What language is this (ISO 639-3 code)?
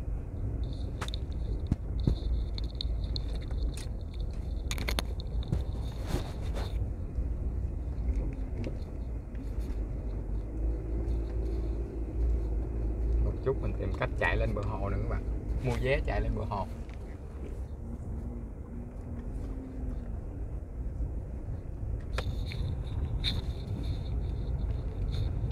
vie